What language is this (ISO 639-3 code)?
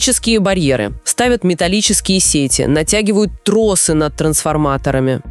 rus